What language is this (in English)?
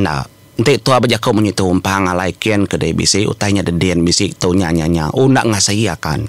Iban